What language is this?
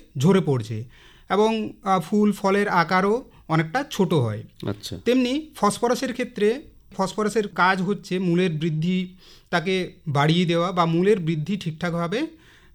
Bangla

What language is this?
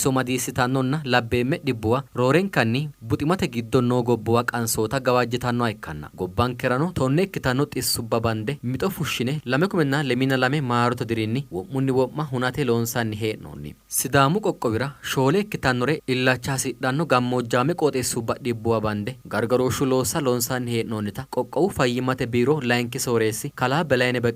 Sidamo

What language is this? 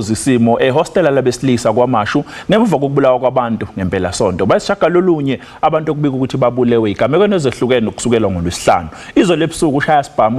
Zulu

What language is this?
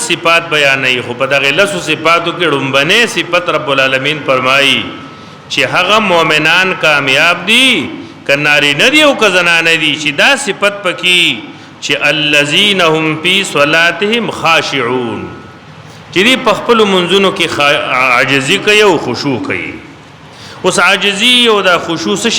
Pashto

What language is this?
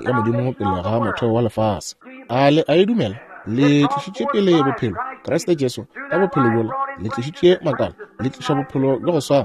Northern Sotho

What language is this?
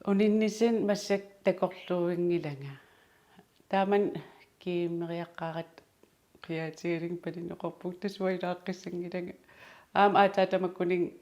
Kalaallisut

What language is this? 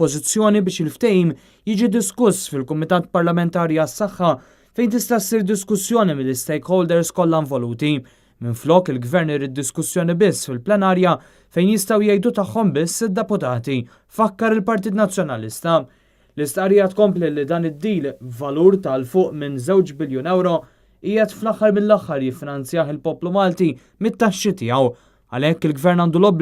Maltese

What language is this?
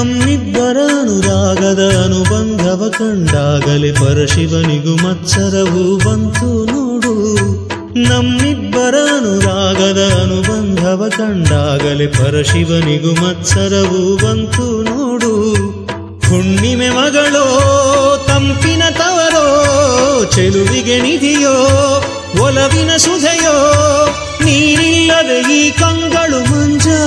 Kannada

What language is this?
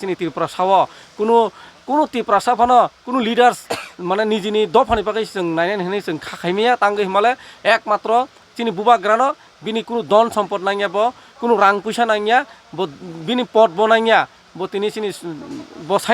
Kok Borok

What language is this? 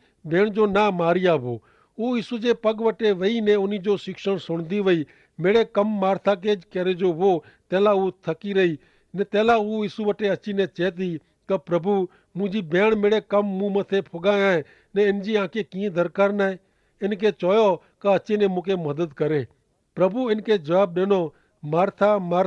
Kachhi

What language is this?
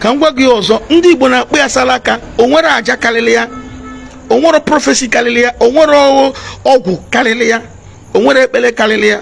Igbo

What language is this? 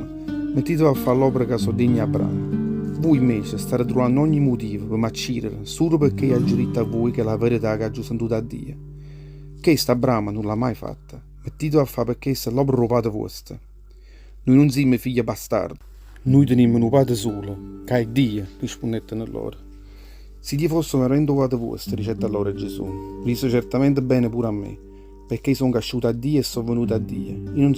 Neapolitan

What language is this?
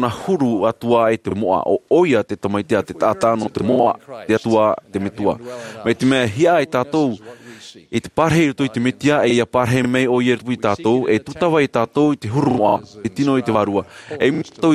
Tahitian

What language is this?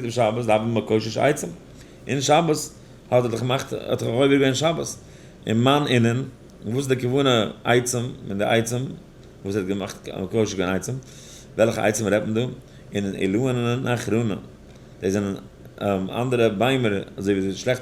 Yiddish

